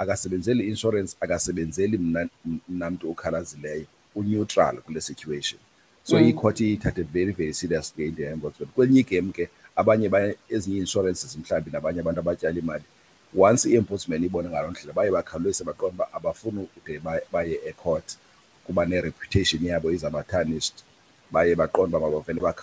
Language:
Xhosa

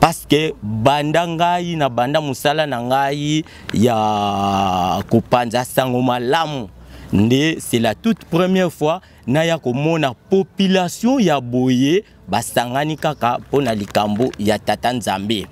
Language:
Lingala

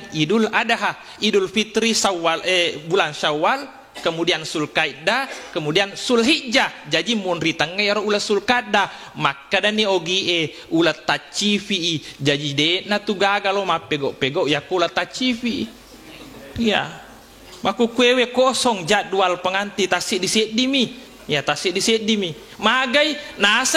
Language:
Buginese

